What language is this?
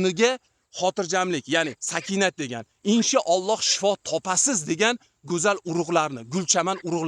Uzbek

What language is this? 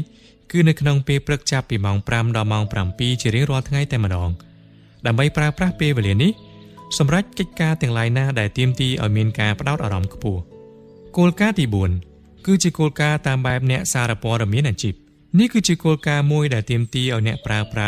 Khmer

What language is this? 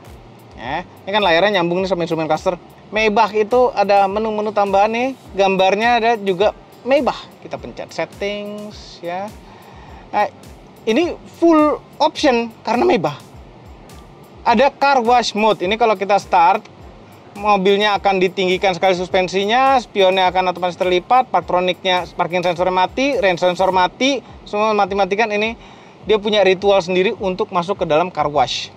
Indonesian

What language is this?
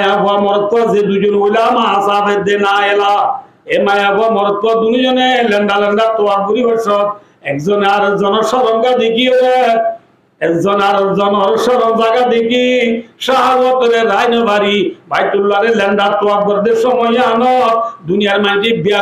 Rohingya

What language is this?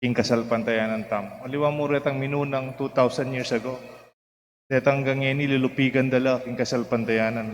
Pampanga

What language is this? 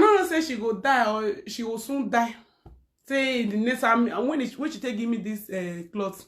Nigerian Pidgin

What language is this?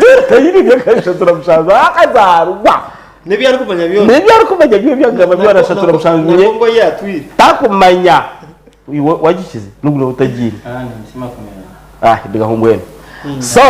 Nyankole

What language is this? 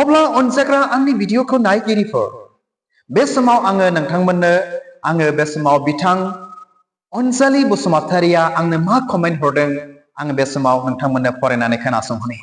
Bodo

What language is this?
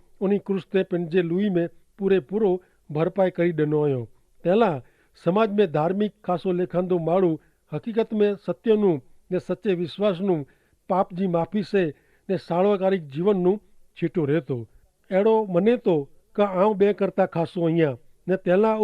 Kachhi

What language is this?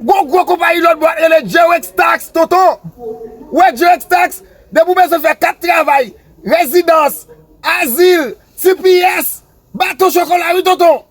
Haitian Creole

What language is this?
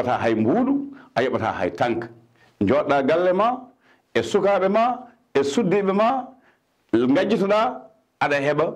Fula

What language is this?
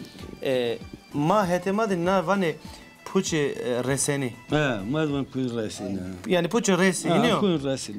Zaza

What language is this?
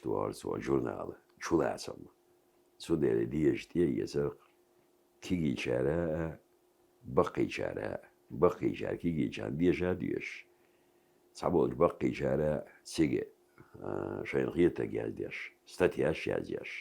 Chechen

